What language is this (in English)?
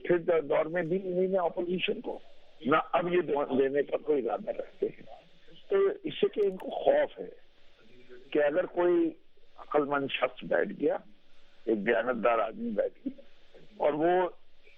Urdu